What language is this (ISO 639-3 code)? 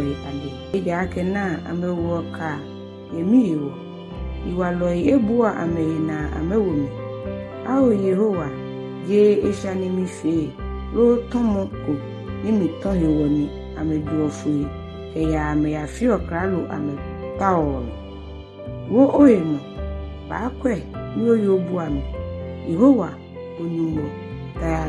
gaa